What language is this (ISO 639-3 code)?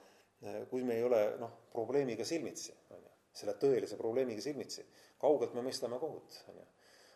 est